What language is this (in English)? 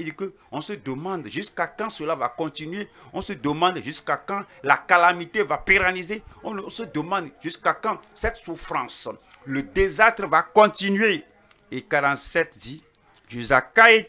French